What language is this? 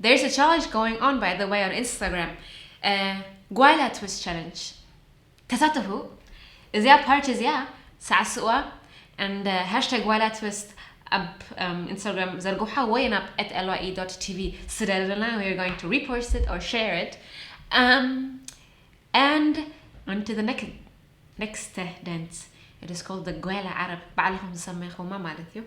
Tigrinya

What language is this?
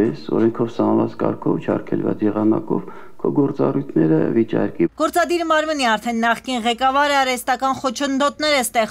Armenian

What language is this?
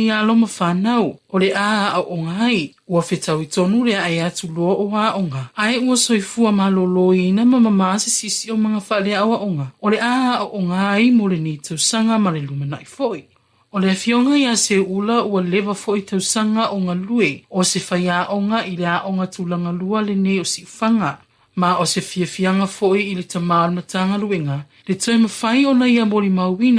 Samoan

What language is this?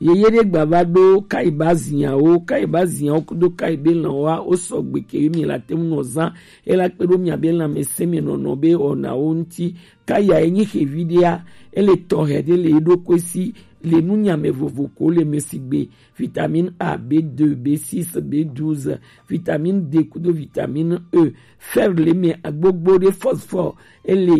Gen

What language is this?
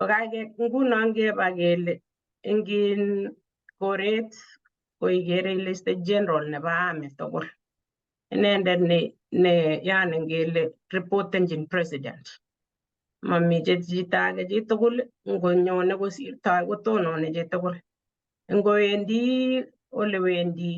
Kalenjin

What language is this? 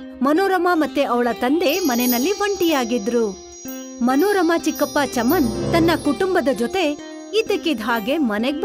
Kannada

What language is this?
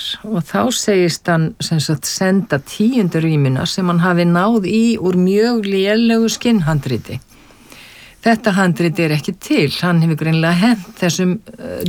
Icelandic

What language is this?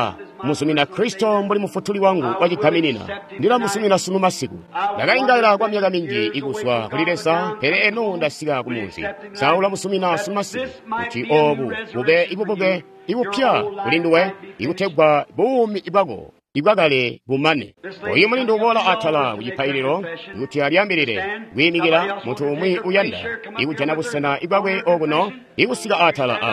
Tonga (Zambia)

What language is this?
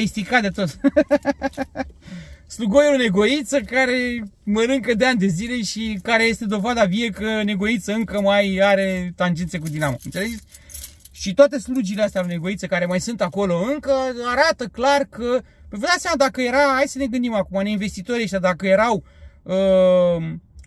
Romanian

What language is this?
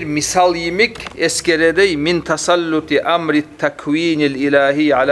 Kumyk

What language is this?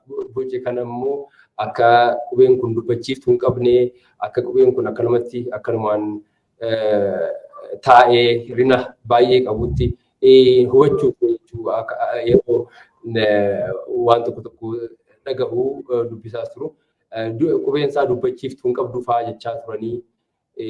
Oromo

